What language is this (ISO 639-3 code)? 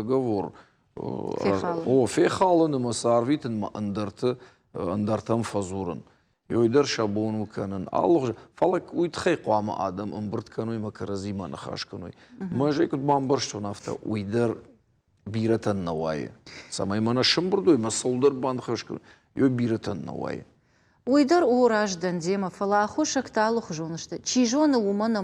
oss